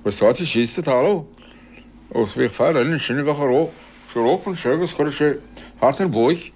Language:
Irish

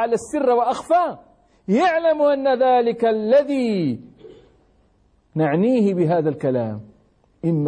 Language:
Arabic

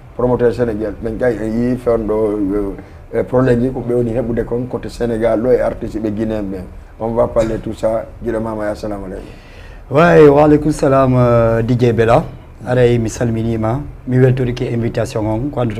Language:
Fula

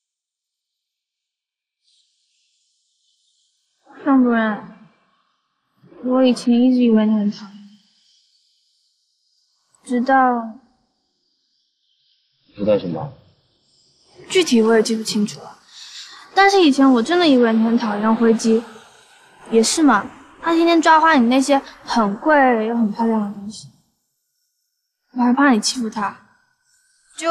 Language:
Chinese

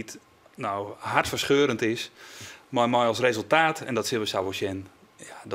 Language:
Western Frisian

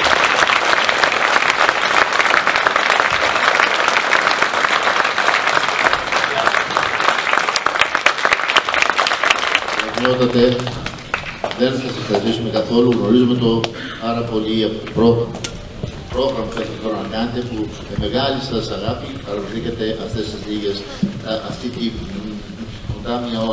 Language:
Greek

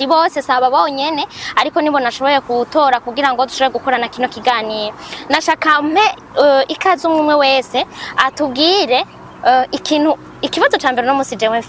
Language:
Rundi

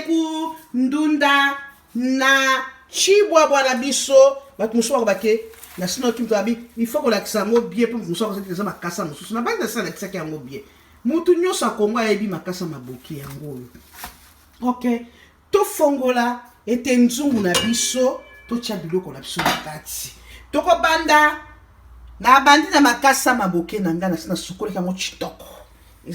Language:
Lingala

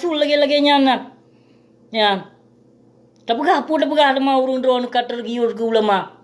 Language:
Achinese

